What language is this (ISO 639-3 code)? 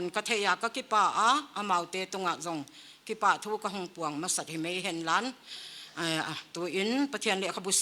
pck